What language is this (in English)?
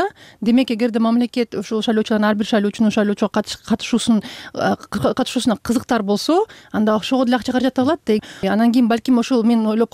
Kyrgyz